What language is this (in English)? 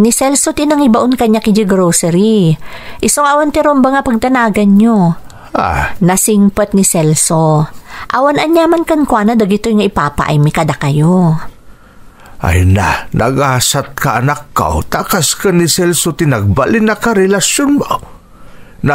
Iloko